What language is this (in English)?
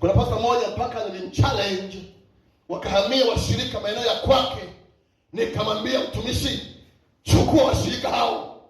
Swahili